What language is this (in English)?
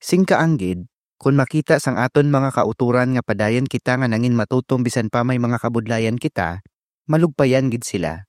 Hiligaynon